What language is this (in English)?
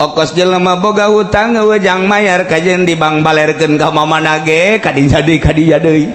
Sundanese